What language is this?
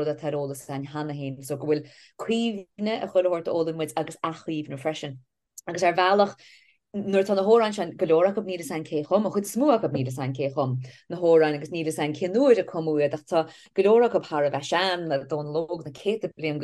Irish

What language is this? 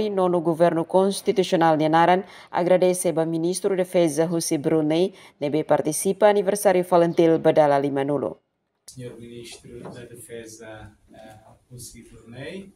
Tetum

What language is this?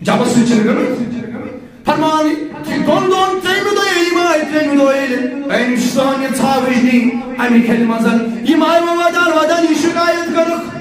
Kashmiri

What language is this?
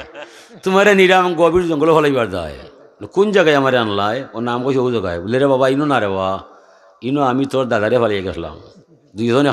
Sylheti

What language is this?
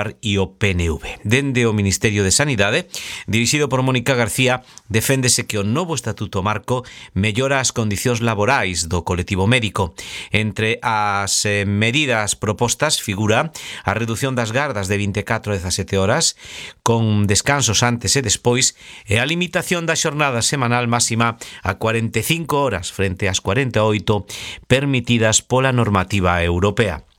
Galician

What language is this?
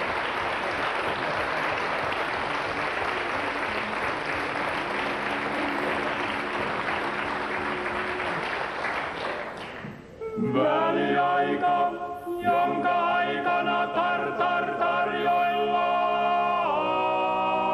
Finnish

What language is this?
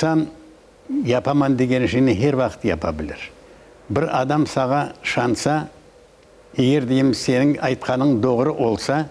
Crimean Tatar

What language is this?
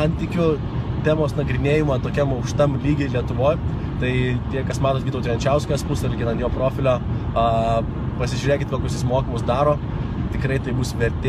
Lithuanian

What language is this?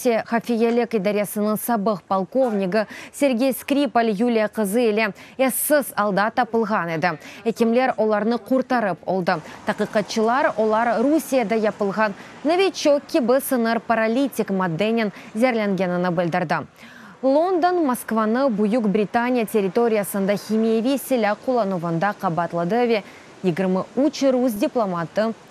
Crimean Tatar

